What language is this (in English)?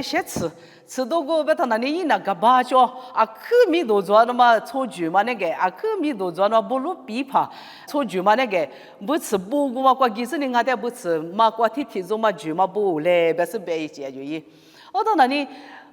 Lisu